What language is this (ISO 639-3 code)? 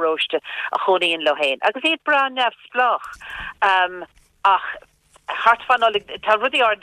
gle